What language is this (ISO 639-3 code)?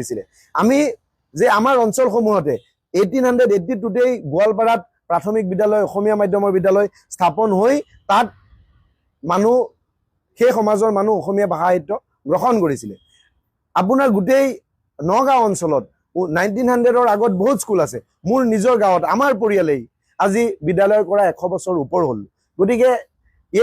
asm